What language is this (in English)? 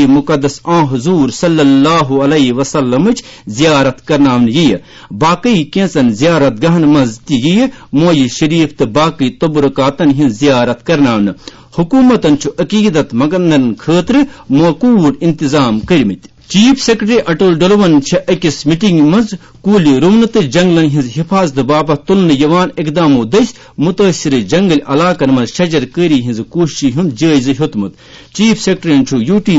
Kashmiri